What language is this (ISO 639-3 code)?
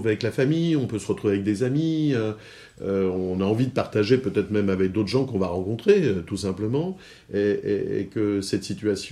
fra